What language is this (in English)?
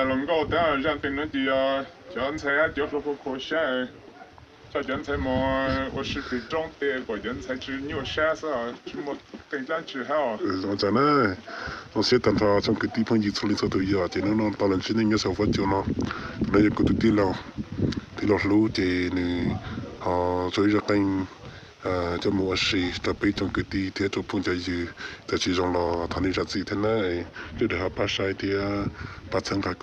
Hmong